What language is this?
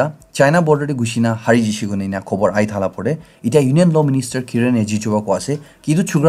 Naga Pidgin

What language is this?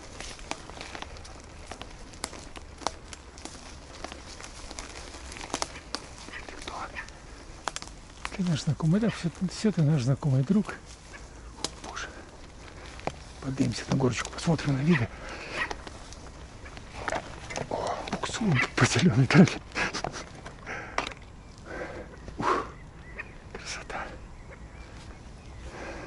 Russian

